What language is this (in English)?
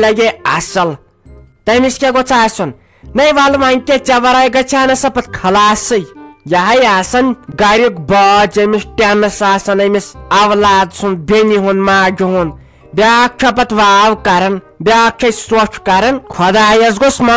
Kashmiri